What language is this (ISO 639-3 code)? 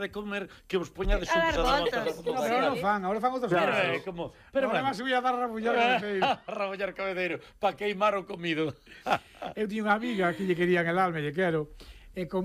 glg